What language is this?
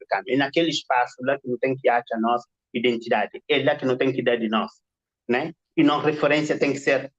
Kabuverdianu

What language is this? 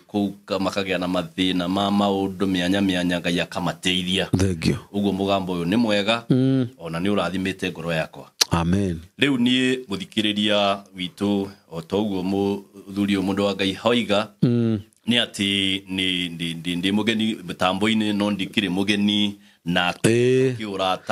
Kikuyu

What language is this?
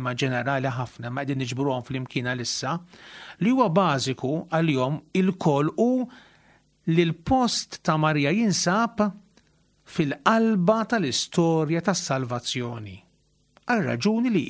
Maltese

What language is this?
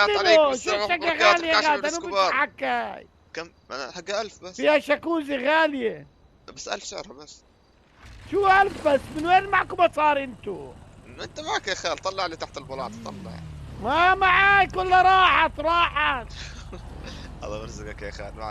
North Levantine Arabic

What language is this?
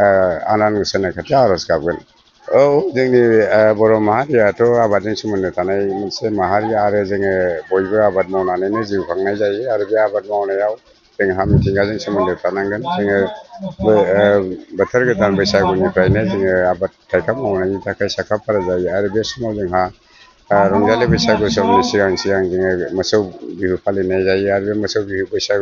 Bodo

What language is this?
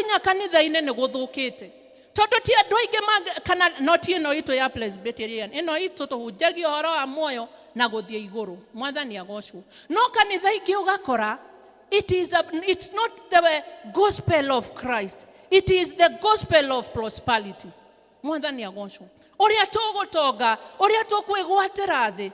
Kikuyu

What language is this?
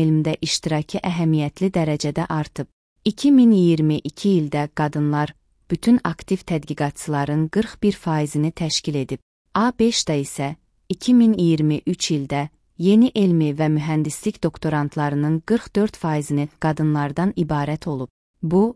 Azerbaijani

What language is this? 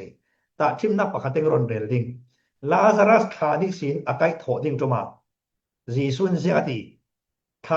Falam Chin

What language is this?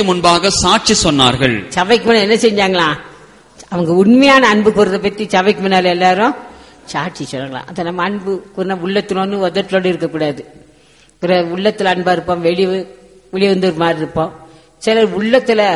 Tamil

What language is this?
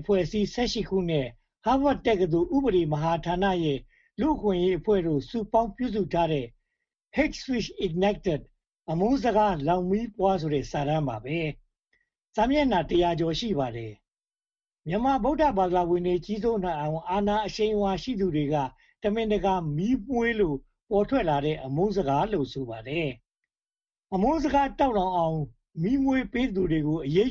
Burmese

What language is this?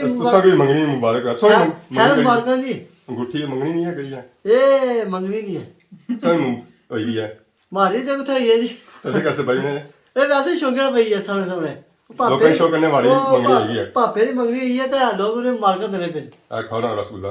Pahari-Potwari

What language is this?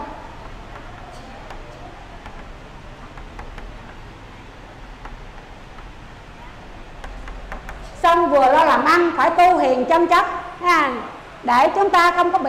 Vietnamese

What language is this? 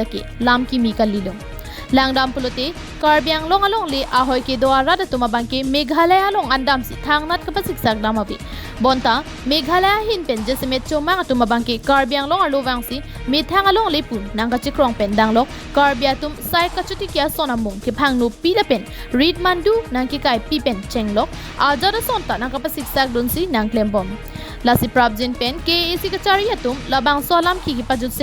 Karbi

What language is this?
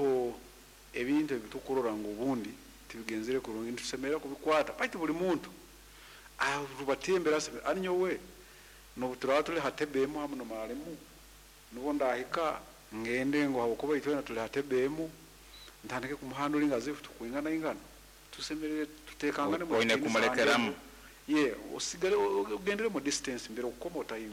Nyoro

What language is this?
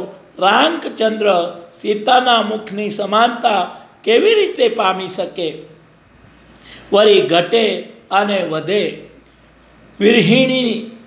Gujarati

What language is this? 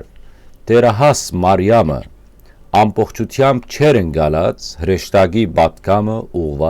Western Armenian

